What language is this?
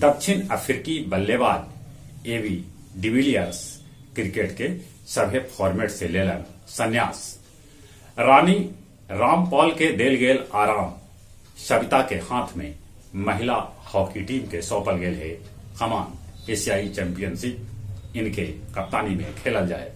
Magahi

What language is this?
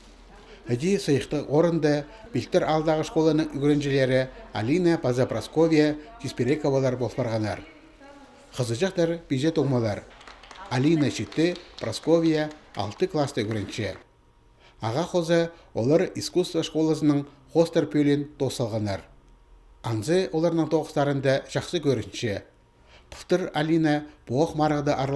Khakas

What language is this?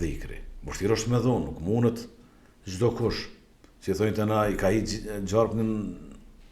Albanian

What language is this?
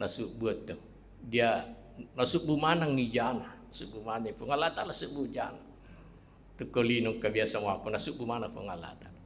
Buginese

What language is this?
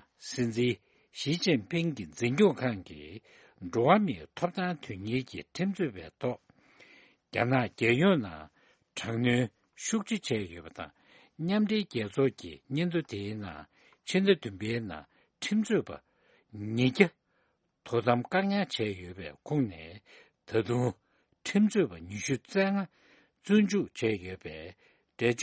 Tibetan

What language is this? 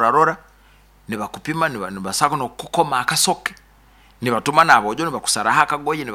Nyoro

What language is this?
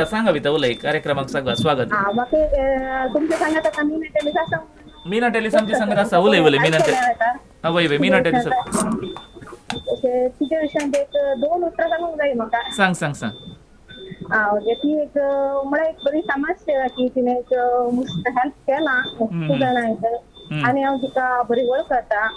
Konkani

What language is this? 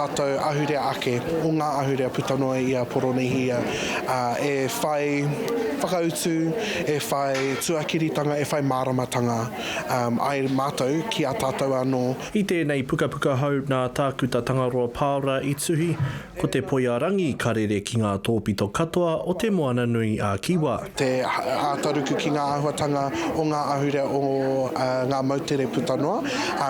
Māori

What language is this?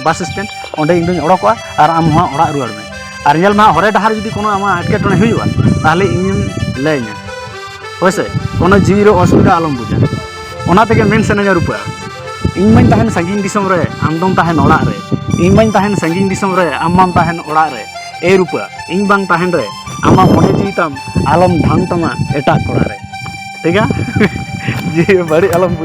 Santali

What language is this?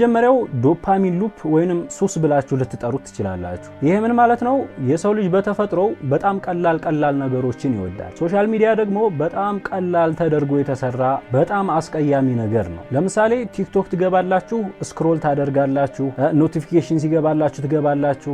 Amharic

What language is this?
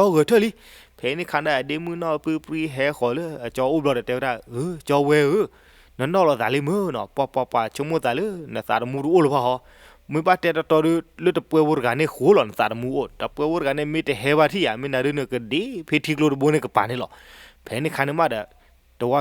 S'gaw Karen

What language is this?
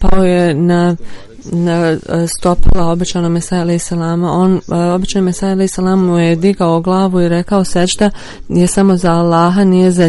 Bosnian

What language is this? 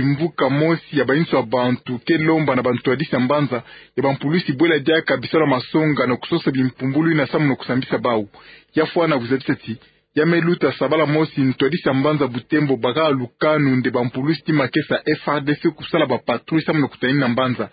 Kituba (Democratic Republic of Congo)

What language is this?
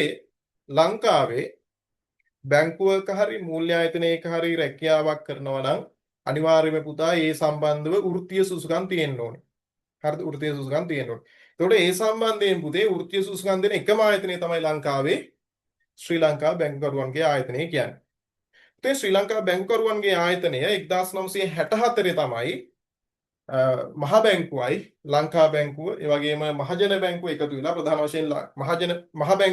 Sinhala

